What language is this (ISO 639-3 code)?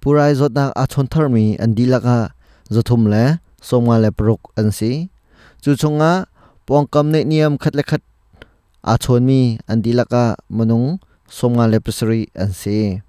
cnh